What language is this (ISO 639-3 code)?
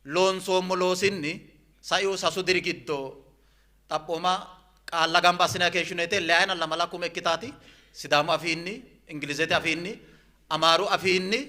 sid